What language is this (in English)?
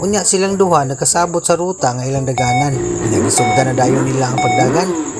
Cebuano